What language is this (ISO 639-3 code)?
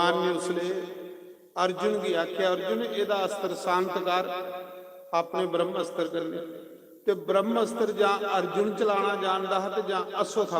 doi